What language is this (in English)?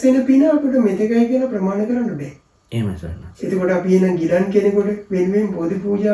Sinhala